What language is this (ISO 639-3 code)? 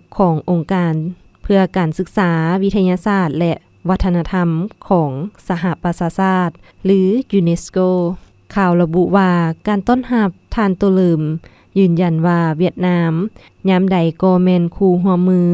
lao